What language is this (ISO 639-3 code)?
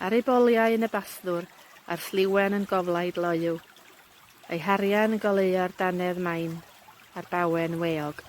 cym